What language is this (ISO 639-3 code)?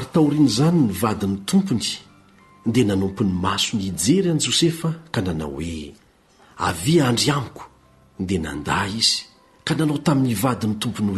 mlg